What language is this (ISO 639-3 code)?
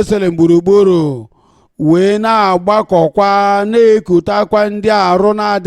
ibo